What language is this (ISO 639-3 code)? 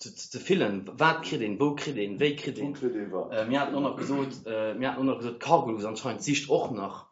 ltz